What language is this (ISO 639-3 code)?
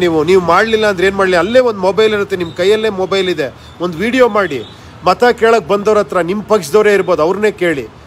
kan